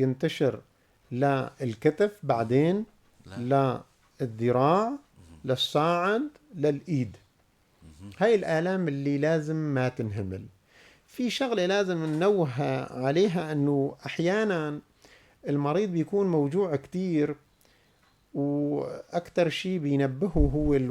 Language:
North Levantine Arabic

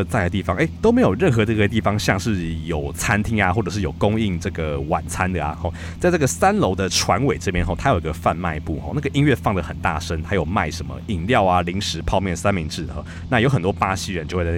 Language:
Chinese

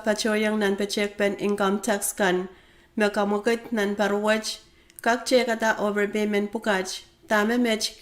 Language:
Pohnpeian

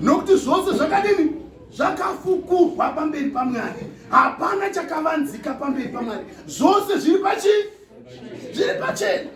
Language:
Shona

